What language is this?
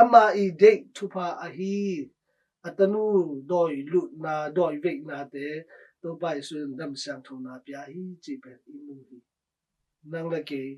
Tedim Chin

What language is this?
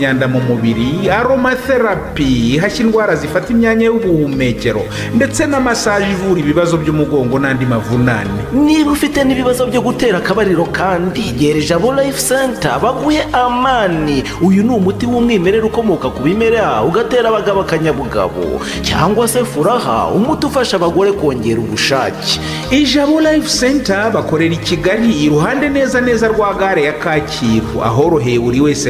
Kinyarwanda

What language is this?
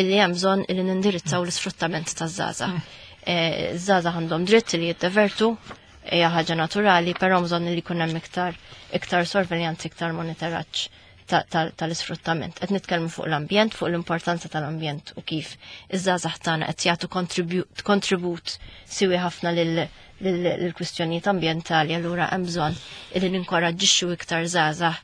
Maltese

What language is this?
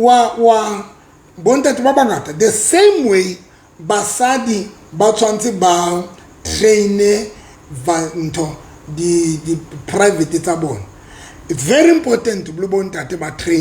Southern Sotho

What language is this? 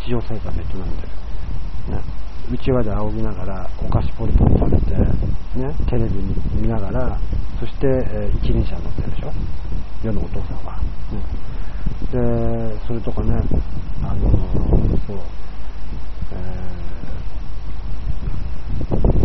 Japanese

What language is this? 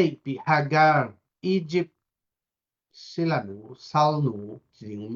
Tedim Chin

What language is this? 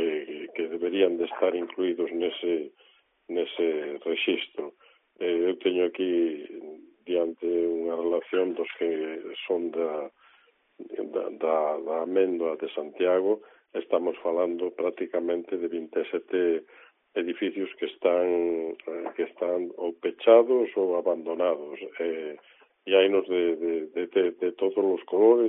Galician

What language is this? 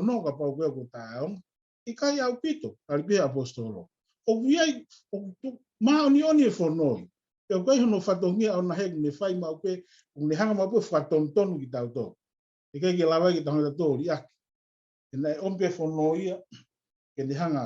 Tongan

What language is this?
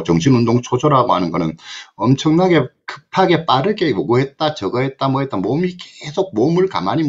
Korean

